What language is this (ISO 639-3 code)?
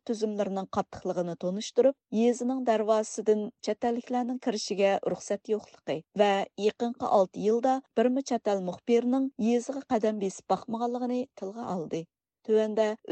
uig